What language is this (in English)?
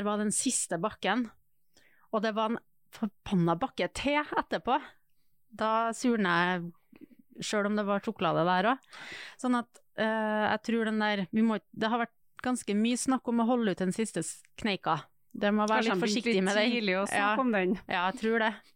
Norwegian